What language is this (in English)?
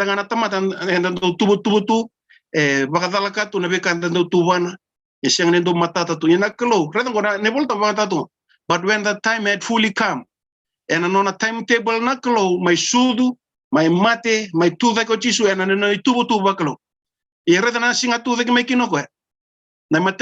Fijian